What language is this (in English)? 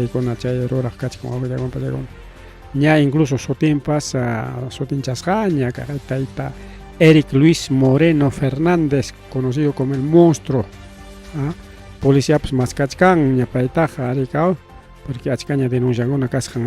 Ayacucho Quechua